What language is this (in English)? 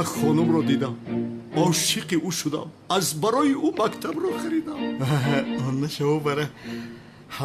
Tajik